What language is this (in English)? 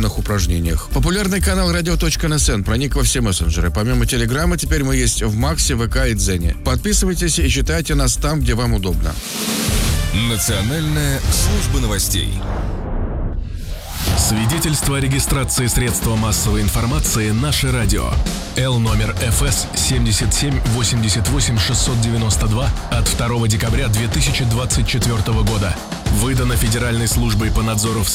Russian